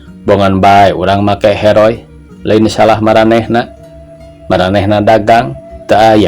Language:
Sundanese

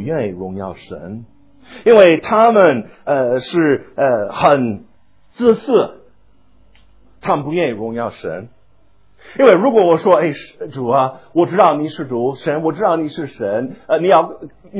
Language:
Chinese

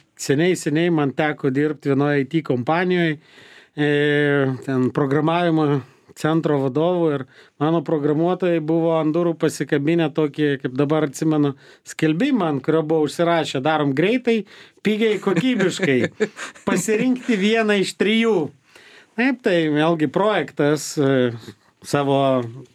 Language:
Lithuanian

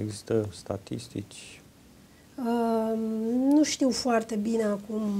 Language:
Romanian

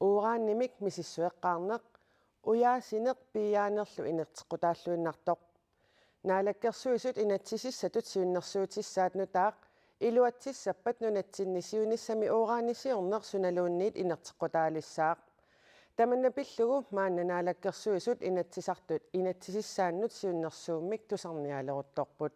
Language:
Kalaallisut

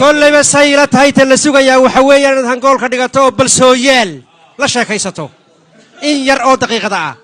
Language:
Somali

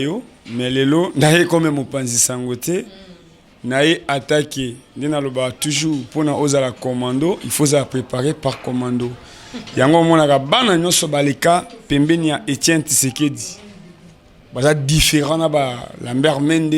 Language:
Lingala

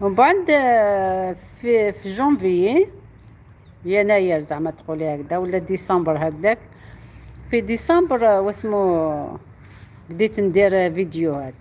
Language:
Algerian Arabic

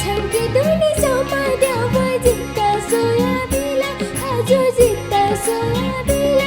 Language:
Newari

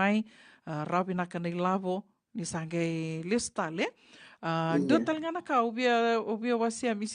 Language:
Fijian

